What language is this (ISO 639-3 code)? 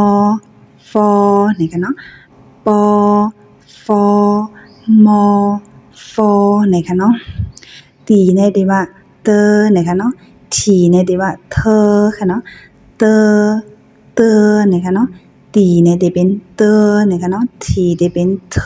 shn